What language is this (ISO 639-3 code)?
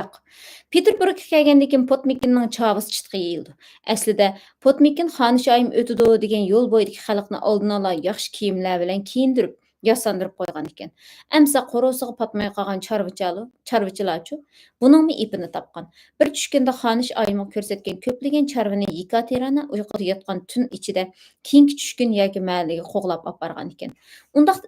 uig